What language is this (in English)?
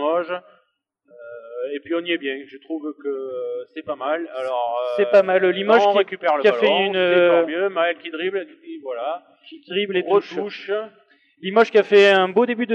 French